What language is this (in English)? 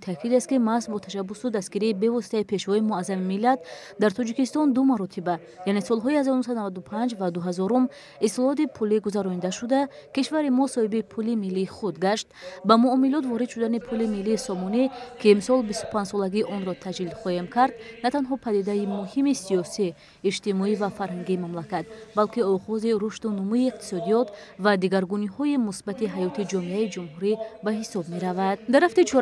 Tajik